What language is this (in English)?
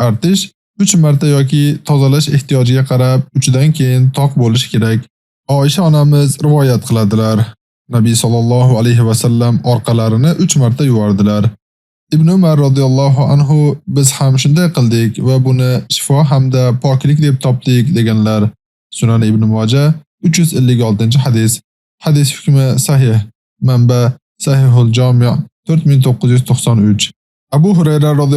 Uzbek